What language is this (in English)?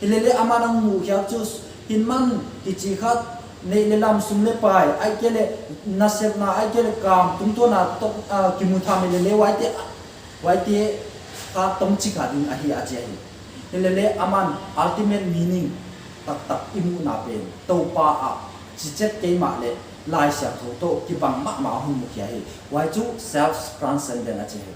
Paite Chin